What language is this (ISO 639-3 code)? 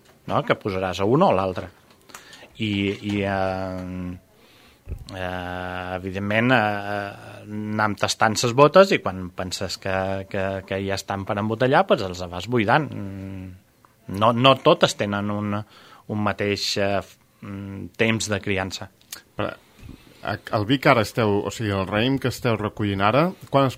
cat